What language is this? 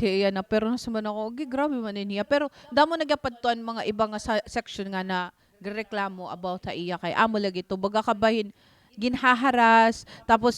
Waray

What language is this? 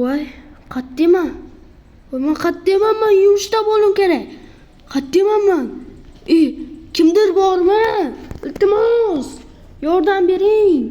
Uzbek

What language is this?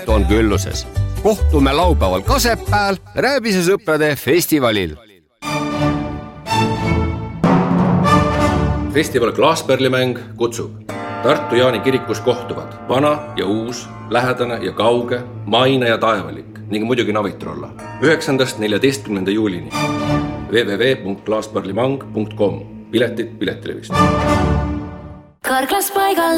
Estonian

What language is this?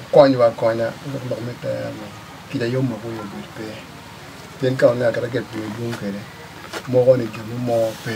Acoli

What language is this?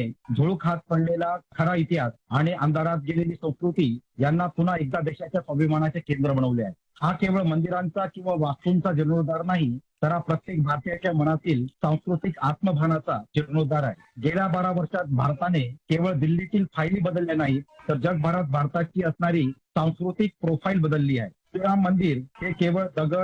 Marathi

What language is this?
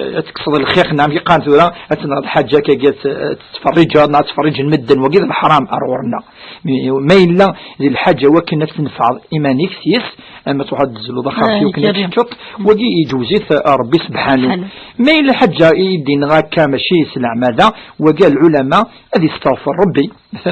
Kabyle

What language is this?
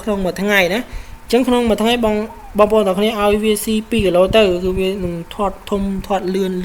Khmer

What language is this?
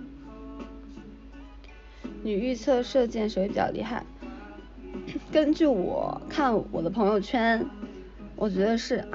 Chinese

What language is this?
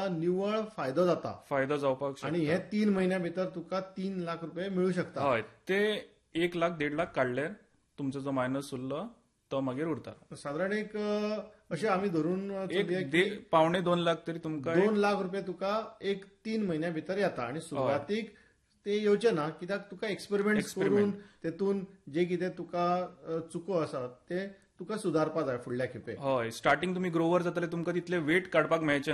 Konkani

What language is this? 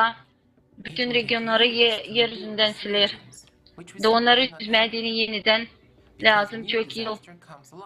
Gagauz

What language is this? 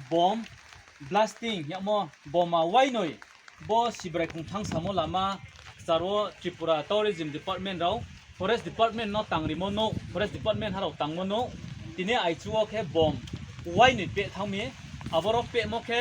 Riang (India)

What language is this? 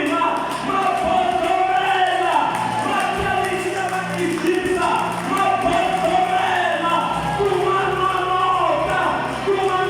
Tsonga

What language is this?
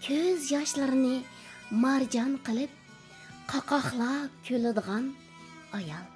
Uyghur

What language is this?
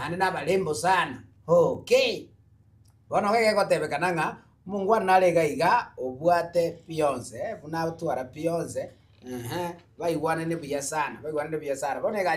Gusii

